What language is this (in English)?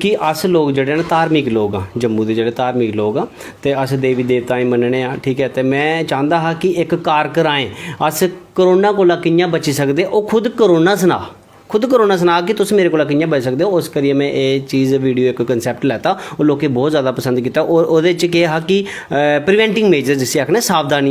Dogri